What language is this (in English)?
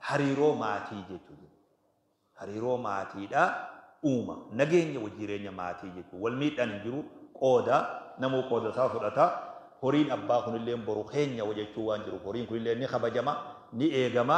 Oromo